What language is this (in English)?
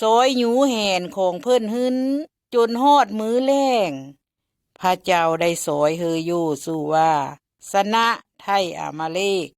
Lao